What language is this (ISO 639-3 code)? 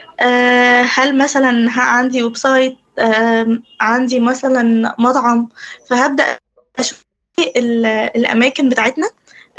arz